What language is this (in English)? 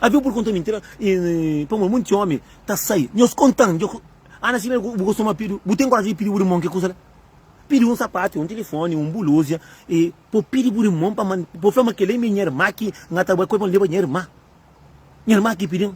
Kabuverdianu